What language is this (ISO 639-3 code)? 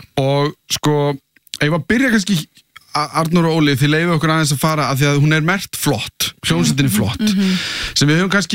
isl